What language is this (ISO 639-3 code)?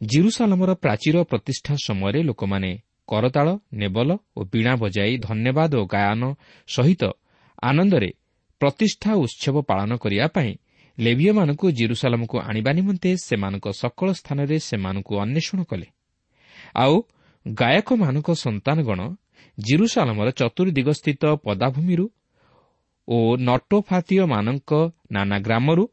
ori